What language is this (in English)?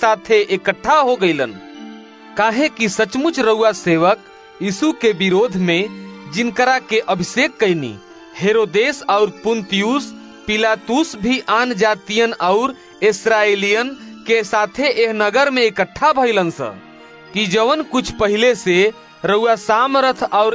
Bhojpuri